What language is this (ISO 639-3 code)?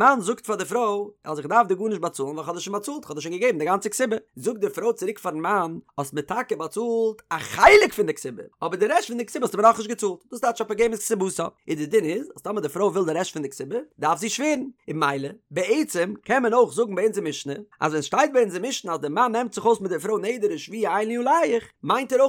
yid